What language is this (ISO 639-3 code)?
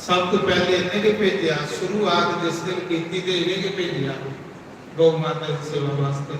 doi